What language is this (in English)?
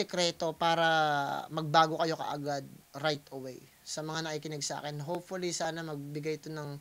Filipino